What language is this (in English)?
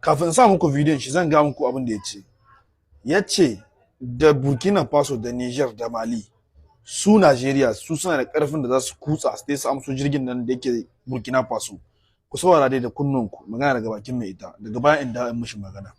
Hausa